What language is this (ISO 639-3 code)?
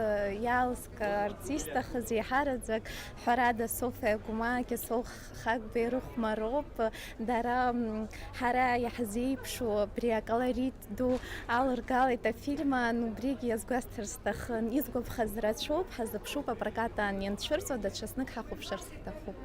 abk